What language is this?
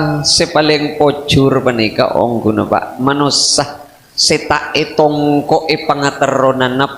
Madurese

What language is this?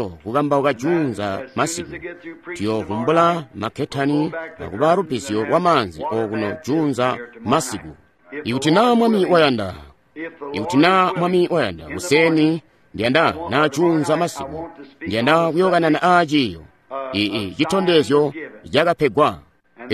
Tonga (Zambia)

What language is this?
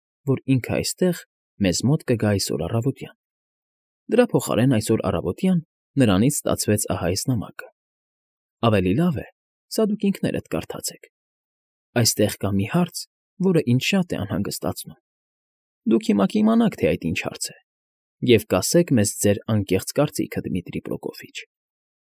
Armenian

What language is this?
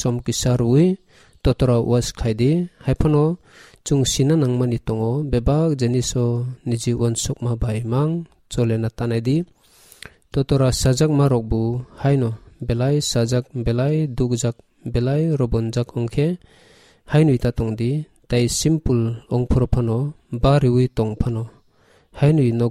Kok Borok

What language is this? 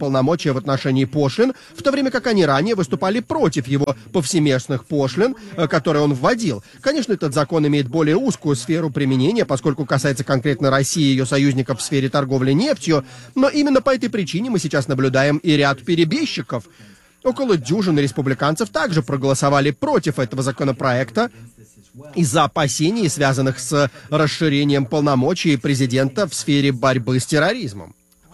Russian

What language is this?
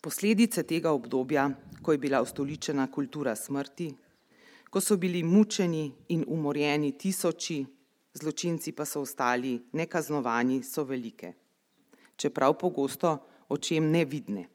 Slovenian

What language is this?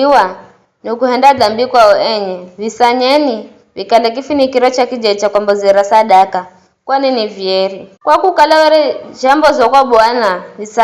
Giryama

